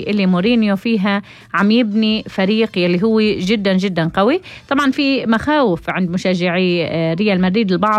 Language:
North Levantine Arabic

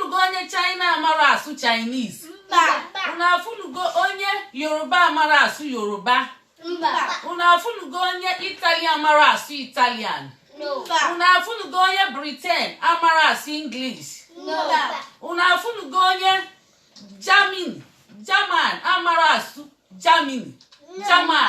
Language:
Igbo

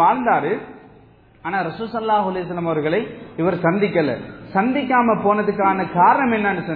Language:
Tamil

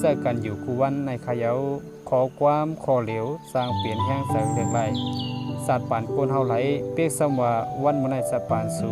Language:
Shan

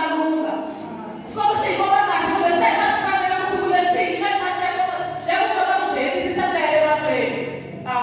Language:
Tsonga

